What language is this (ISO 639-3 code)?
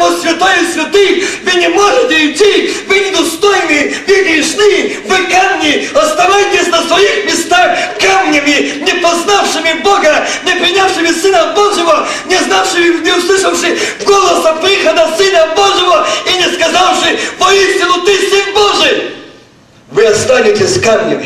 rus